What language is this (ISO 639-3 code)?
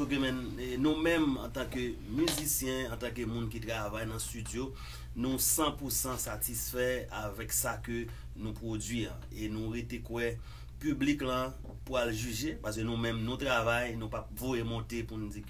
hat